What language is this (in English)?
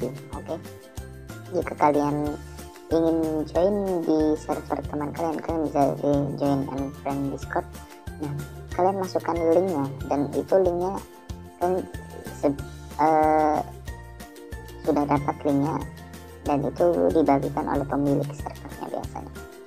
Indonesian